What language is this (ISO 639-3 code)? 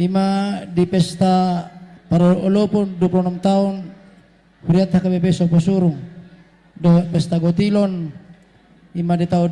bbc